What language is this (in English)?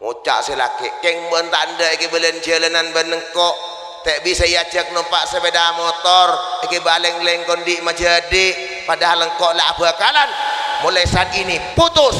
Madurese